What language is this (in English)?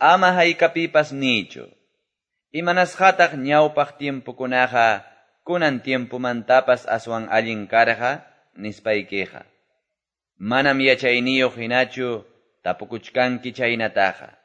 Quechua